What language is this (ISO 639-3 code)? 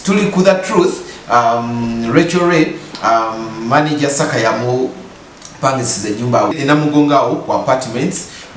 lug